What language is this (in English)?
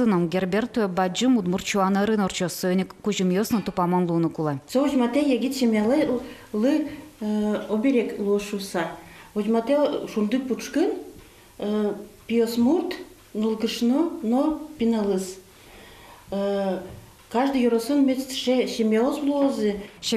Udmurt